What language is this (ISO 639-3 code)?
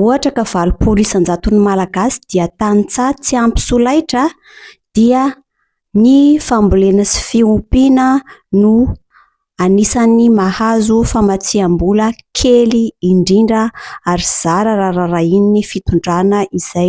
mlg